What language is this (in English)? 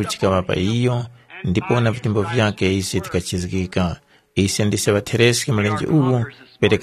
Tumbuka